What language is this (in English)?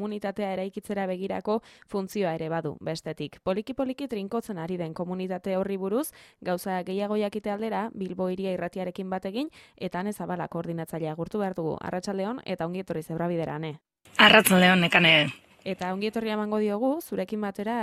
Basque